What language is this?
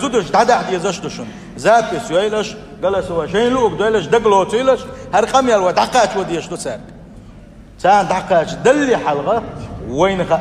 Chechen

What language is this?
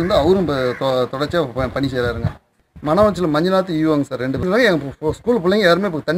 Tamil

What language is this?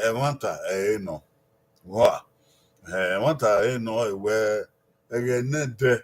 Bini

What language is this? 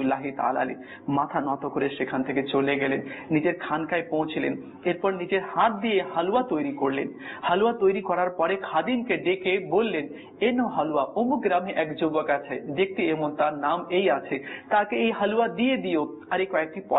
Bangla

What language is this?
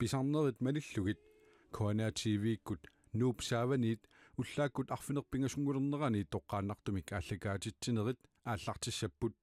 Kalaallisut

